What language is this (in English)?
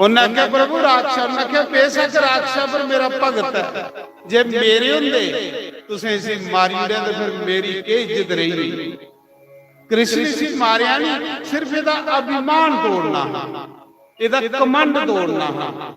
Dogri